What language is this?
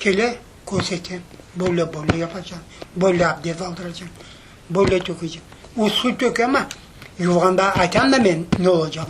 Crimean Tatar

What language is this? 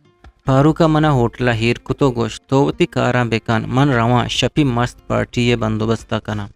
Eastern Balochi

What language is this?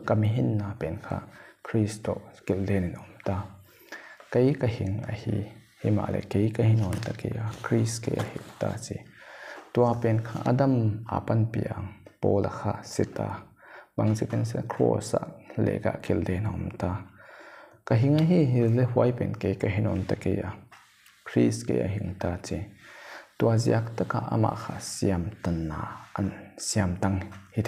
Paite Chin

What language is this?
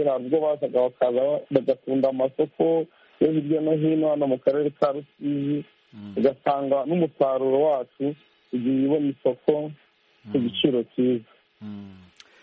Kinyarwanda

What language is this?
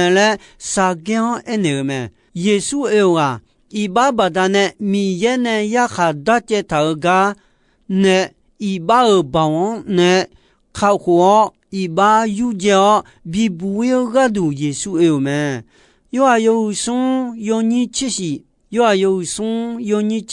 Akha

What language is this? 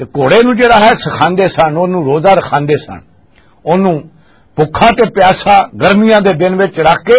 Western Panjabi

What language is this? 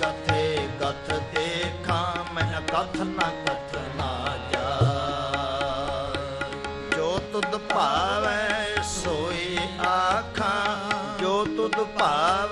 Punjabi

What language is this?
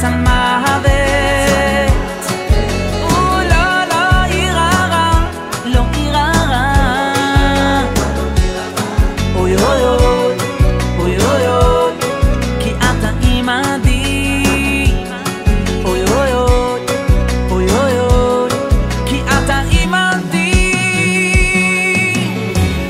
Hebrew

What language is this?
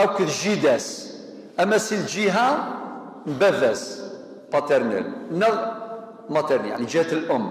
Kabyle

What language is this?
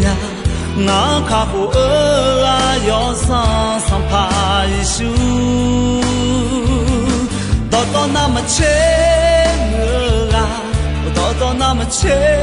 Akha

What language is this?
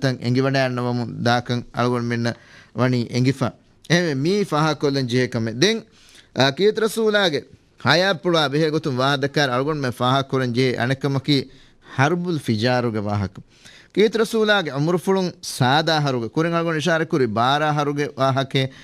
Divehi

